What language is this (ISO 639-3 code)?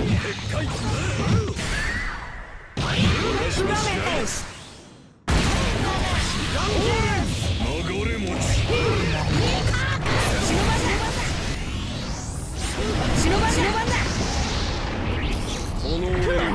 jpn